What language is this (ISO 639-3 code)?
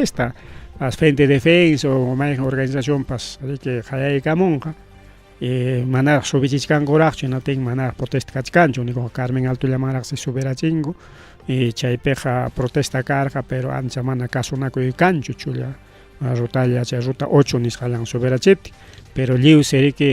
quy